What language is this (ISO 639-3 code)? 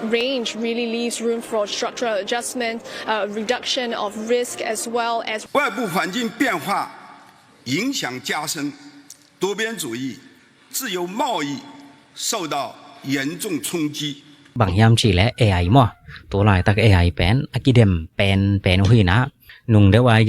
ctd